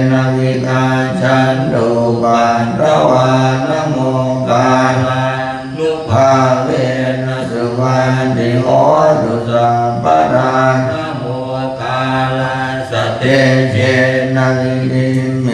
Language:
Pali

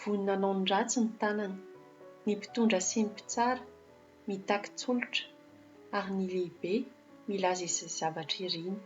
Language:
Malagasy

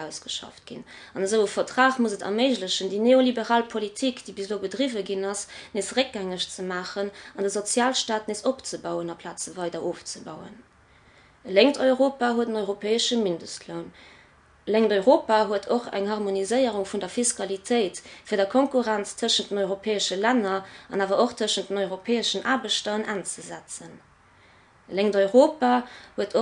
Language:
Luxembourgish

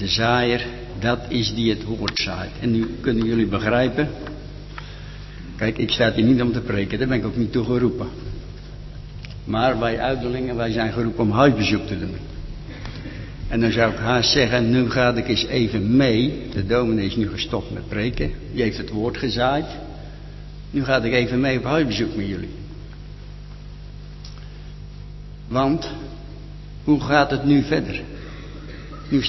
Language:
Dutch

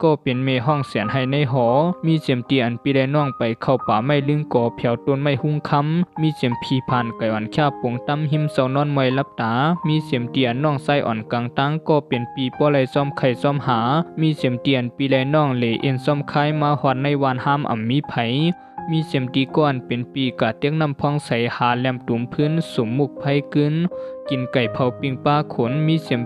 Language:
Shan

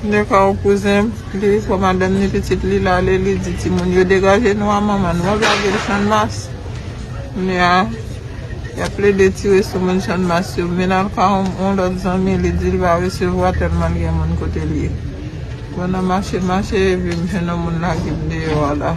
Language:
Haitian Creole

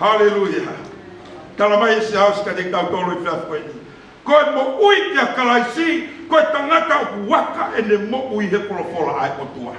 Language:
Tongan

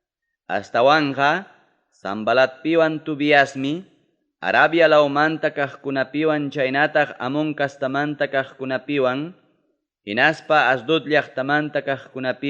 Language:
Ayacucho Quechua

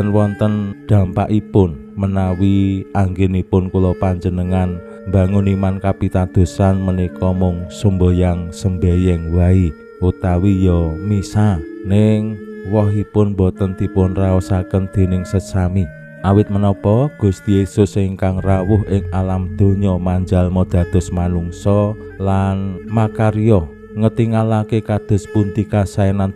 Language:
Javanese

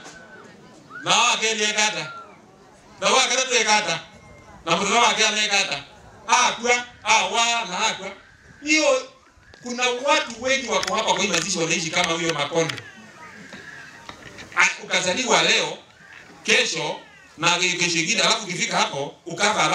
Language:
Swahili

